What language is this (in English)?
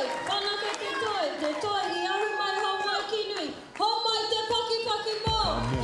Māori